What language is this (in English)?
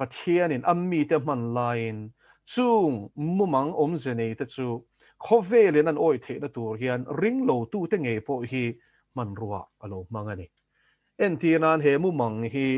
Mizo